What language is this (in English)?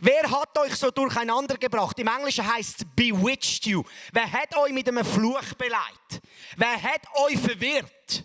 Swiss German